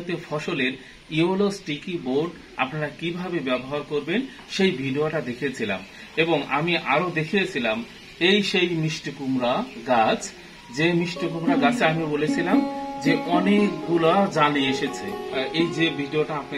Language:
Bangla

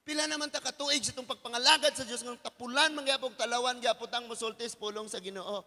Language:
Cebuano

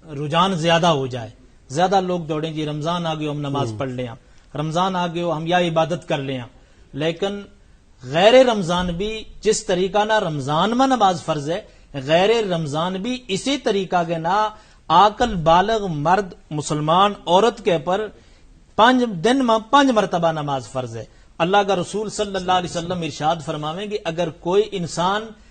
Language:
Gujari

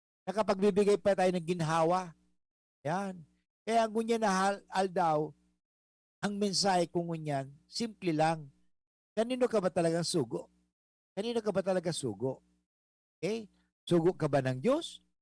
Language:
Bikol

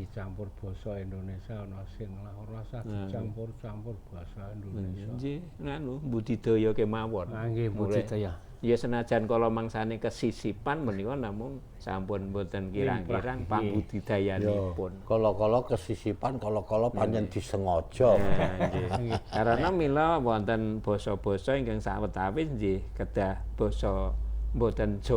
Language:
Javanese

